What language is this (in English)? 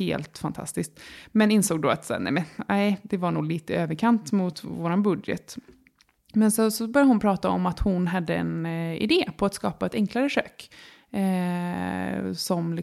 Swedish